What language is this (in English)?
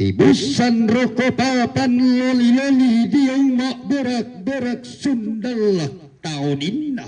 Toraja-Sa'dan